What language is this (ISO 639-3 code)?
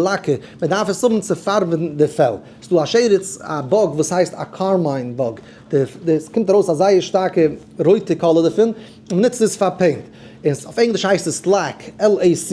yid